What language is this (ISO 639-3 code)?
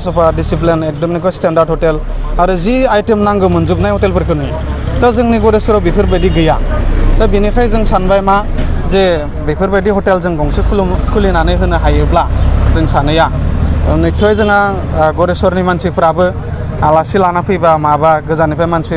brx